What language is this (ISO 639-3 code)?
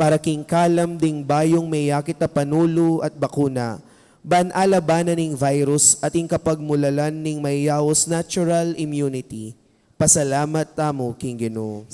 pam